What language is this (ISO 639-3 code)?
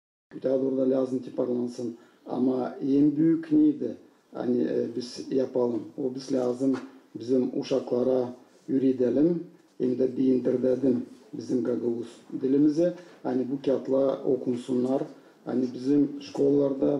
gag